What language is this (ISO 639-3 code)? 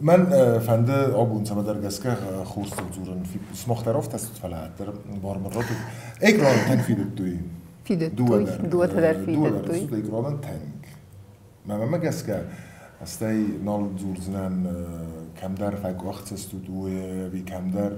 oss